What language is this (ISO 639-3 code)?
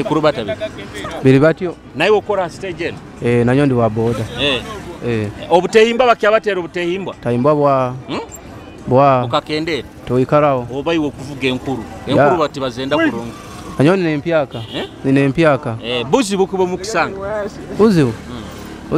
nyo